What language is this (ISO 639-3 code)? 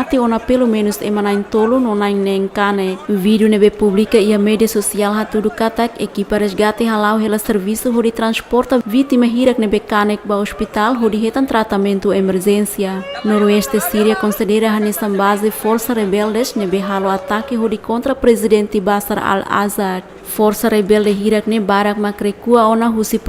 tet